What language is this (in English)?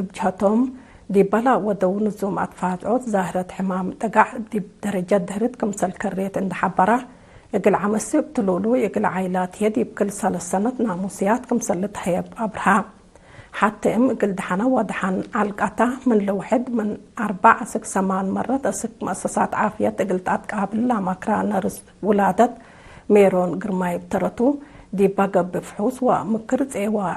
Tigre